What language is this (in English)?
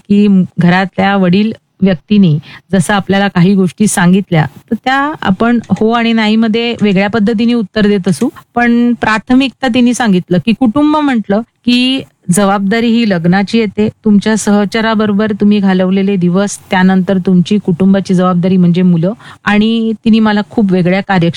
Marathi